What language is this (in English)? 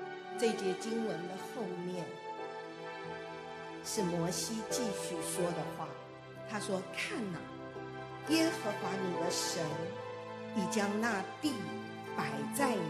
Chinese